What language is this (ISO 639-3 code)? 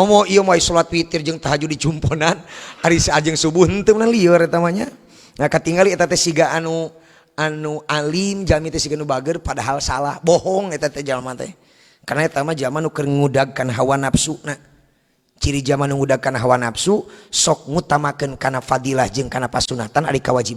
sun